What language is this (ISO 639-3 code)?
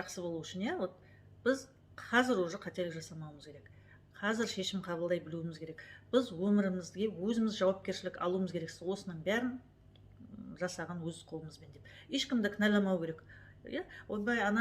kaz